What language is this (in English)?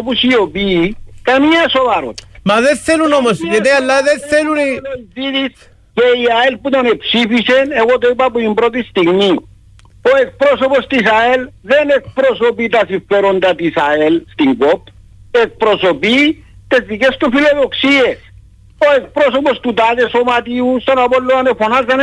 Greek